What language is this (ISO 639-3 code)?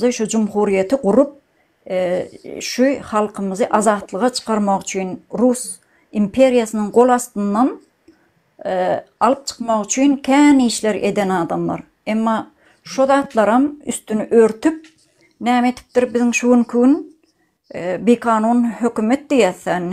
tuk